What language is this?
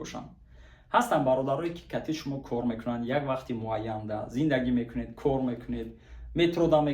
Tajik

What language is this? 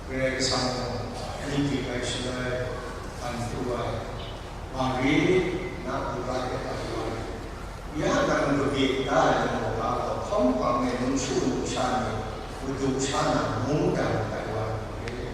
Kachin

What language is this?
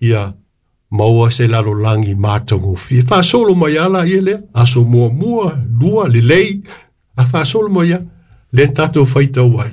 Samoan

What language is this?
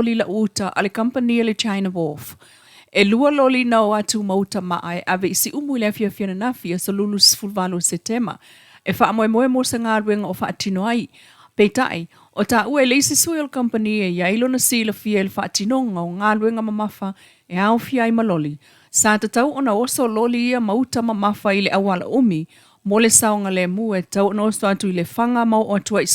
Samoan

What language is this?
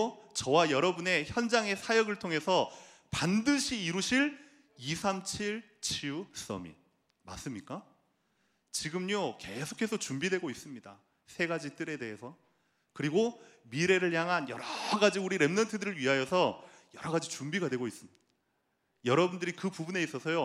Korean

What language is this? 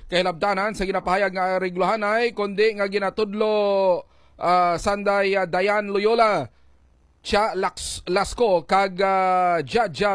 Hiligaynon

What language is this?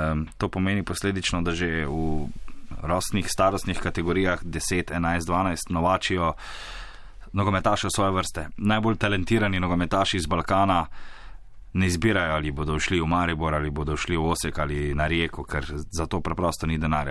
Slovenian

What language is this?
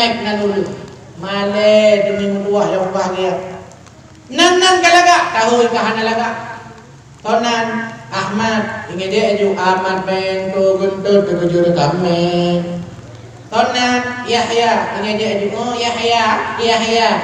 Achinese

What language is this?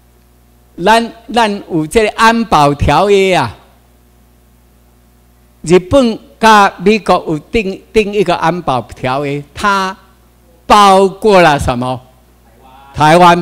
Chinese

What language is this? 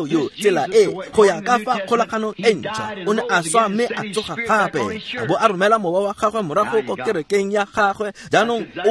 Tswana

